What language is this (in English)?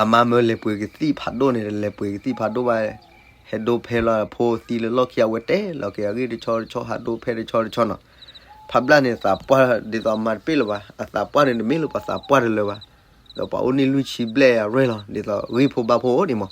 S'gaw Karen